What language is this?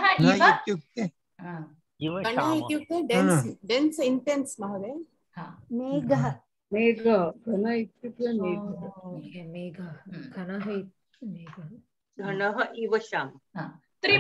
Sanskrit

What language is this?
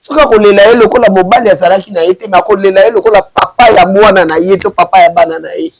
Lingala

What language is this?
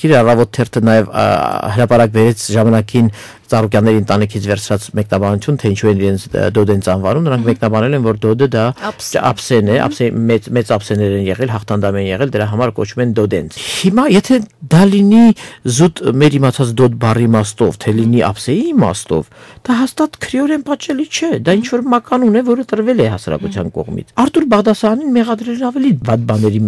Armenian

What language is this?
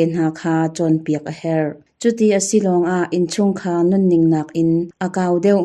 Hakha Chin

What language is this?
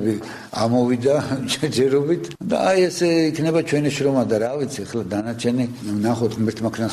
Georgian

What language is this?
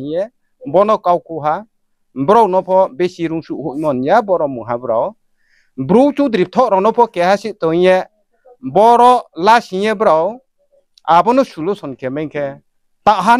Riang (India)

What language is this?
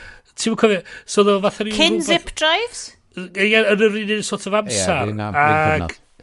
Welsh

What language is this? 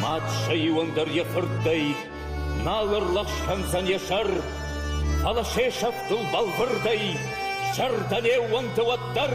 Ossetic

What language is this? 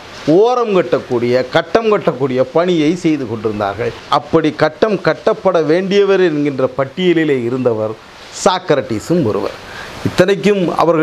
Tamil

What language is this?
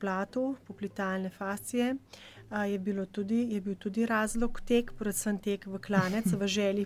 Slovenian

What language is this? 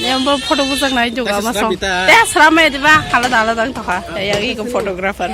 Kok Borok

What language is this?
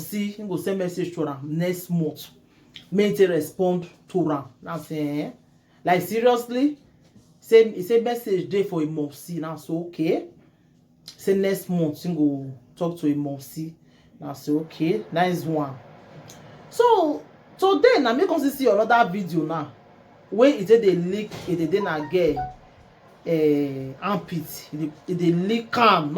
Nigerian Pidgin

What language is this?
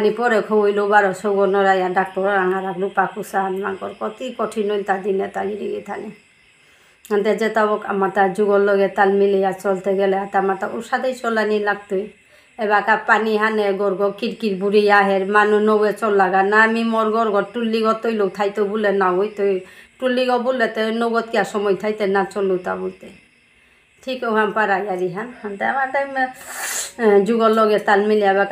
Bishnupriya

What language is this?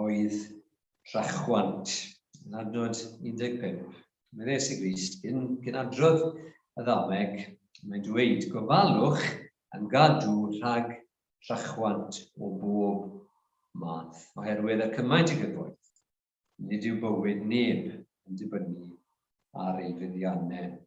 Welsh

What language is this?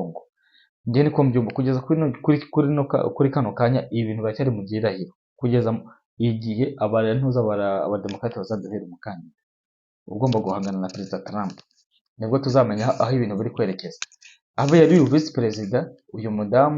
Kinyarwanda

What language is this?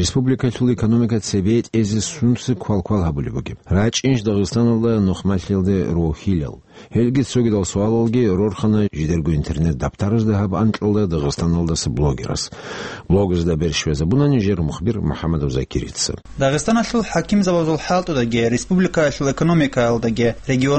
Avaric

